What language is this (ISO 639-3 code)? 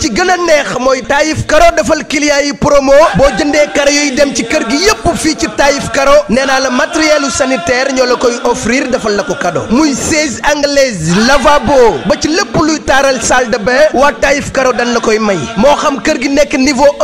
wol